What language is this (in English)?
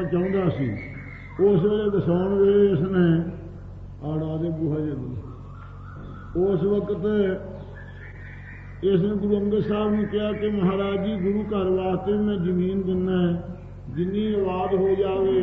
Punjabi